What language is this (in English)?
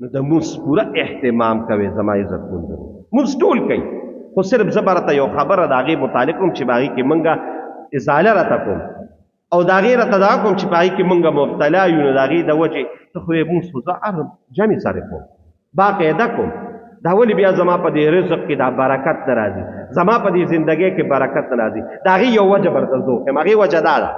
Pashto